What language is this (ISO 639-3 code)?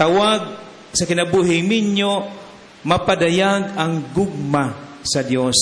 ceb